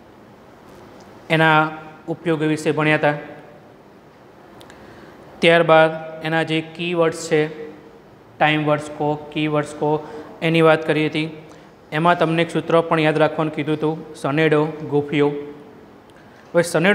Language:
Gujarati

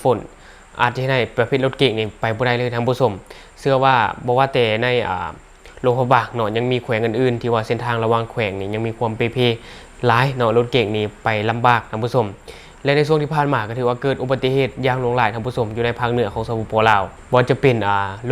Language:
Lao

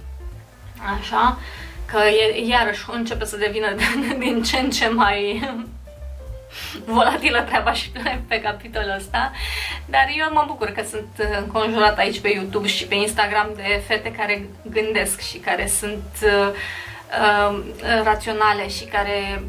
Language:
Romanian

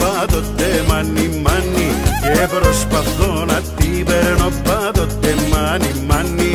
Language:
Greek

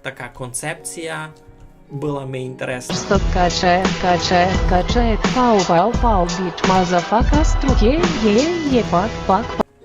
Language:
Rusyn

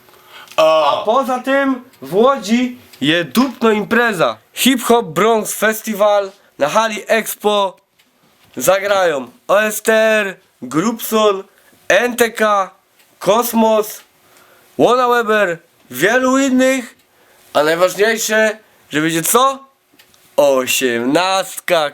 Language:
Silesian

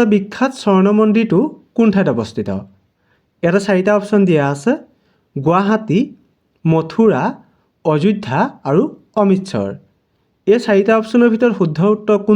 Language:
Assamese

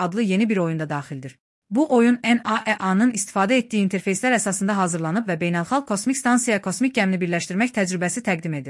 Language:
Azerbaijani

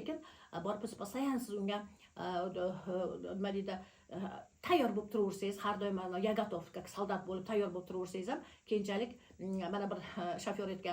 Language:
Uzbek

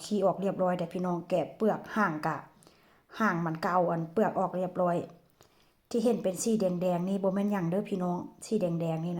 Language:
Northeastern Thai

